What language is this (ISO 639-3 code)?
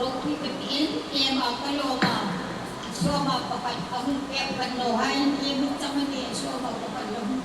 hmr